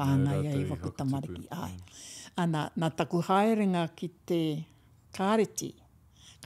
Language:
Māori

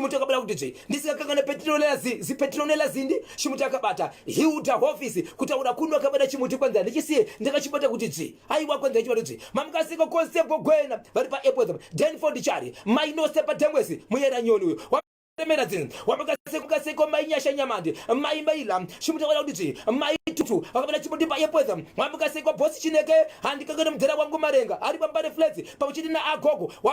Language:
Shona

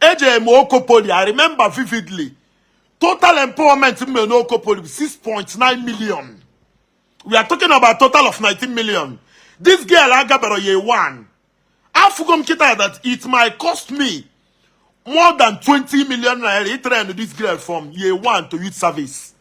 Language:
Igbo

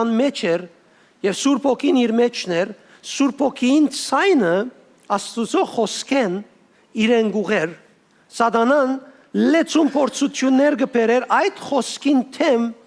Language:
Western Armenian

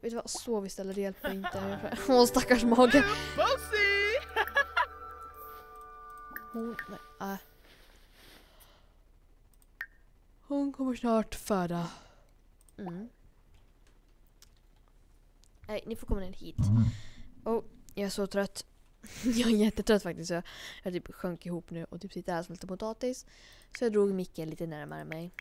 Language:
Swedish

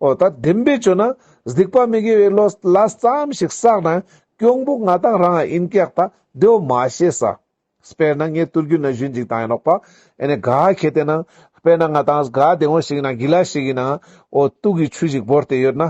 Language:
Ladakhi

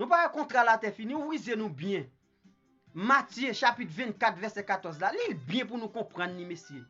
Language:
Haitian Creole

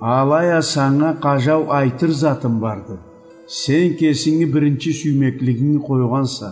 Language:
Karachay-Balkar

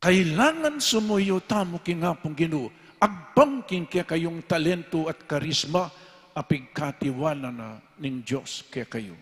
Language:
Pampanga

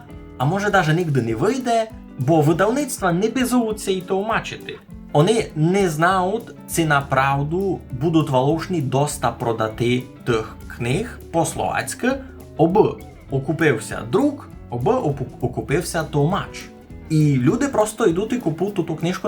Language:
Rusyn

